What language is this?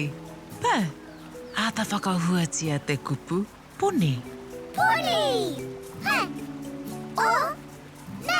Māori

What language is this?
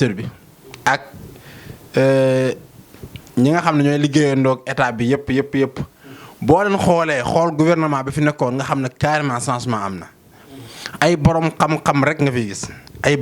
Wolof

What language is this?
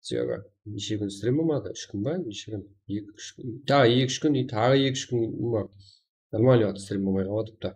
Kara-Kalpak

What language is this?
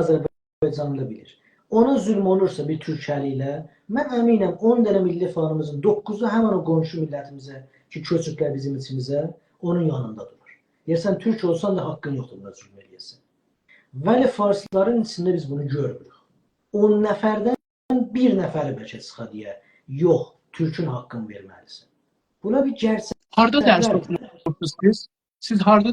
South Azerbaijani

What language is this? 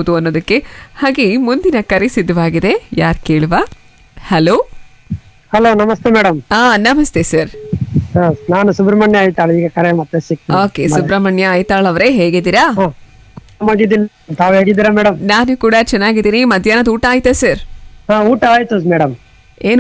Kannada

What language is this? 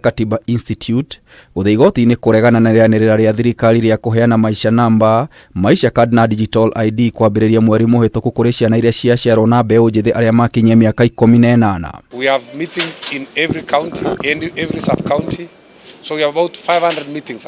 Kikuyu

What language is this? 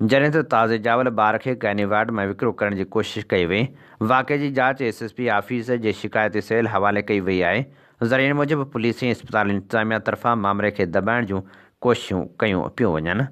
Sindhi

